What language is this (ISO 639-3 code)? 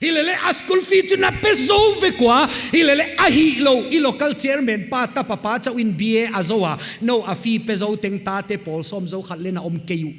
pck